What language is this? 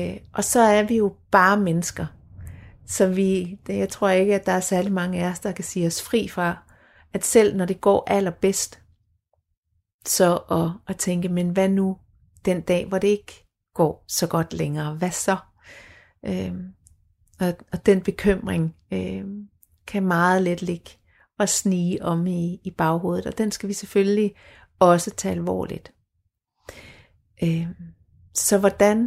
Danish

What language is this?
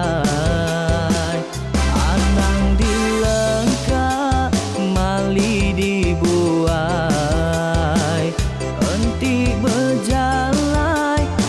Iban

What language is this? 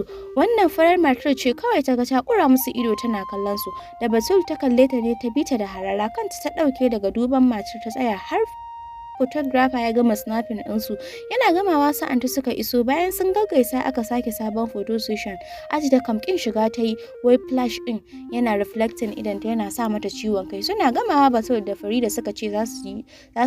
Hausa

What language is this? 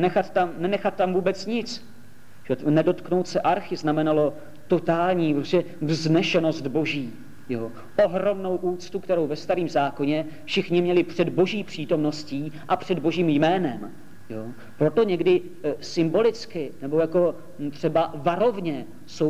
Czech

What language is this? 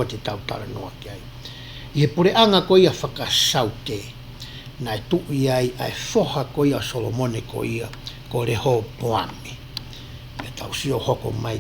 Tongan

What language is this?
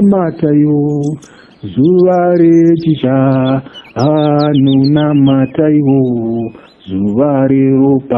Shona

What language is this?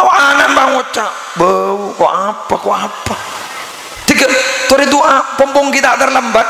Madurese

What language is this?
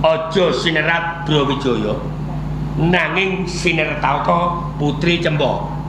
Javanese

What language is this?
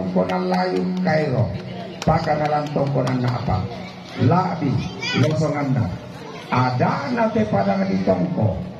Toraja-Sa'dan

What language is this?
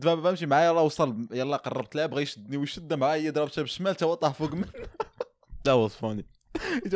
Moroccan Arabic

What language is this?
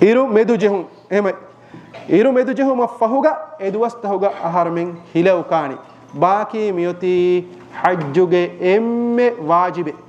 Divehi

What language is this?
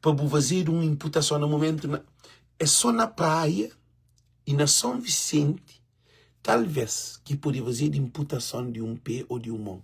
Kabuverdianu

